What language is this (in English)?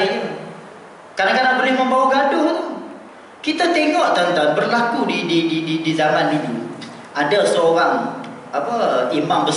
Malay